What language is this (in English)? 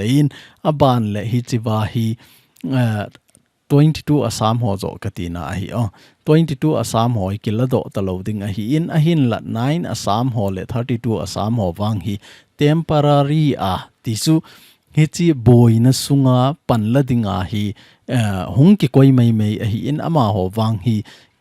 Thado Chin